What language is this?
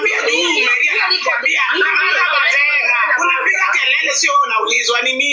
Swahili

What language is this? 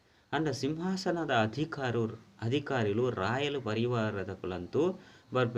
Tulu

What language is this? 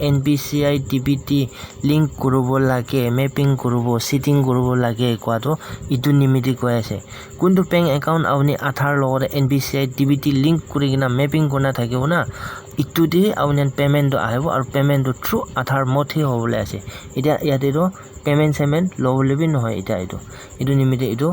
Naga Pidgin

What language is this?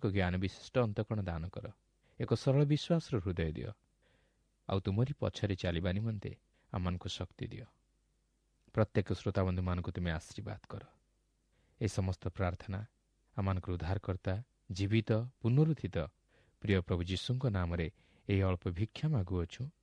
Odia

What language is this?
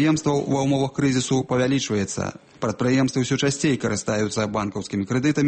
Belarusian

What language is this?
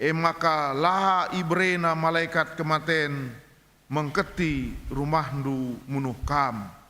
Batak Karo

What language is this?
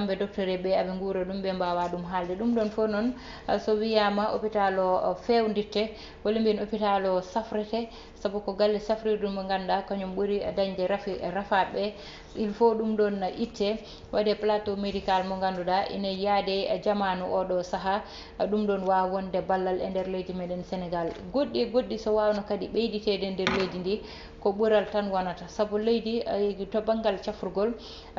Fula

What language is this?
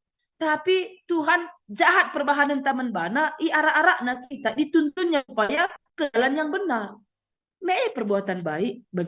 Batak Karo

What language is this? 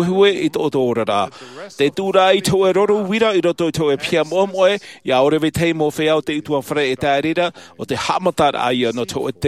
Tahitian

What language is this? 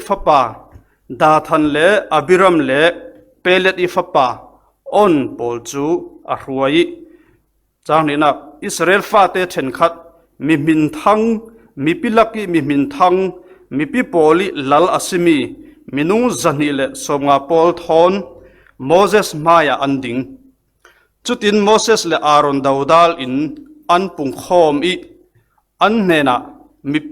Falam Chin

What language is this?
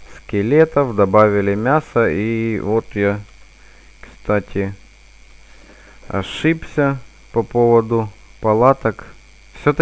Russian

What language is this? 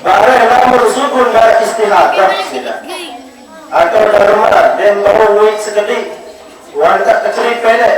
Sasak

